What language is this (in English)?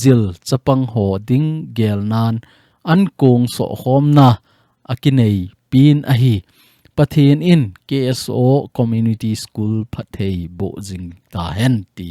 Thado Chin